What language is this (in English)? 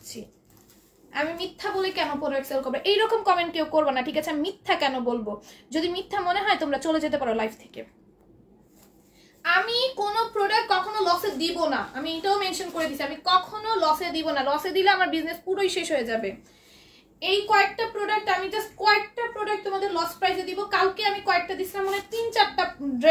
Bangla